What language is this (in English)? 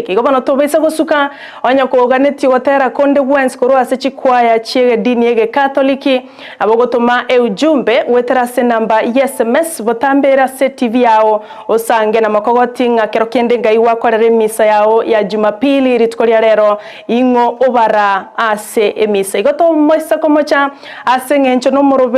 Gusii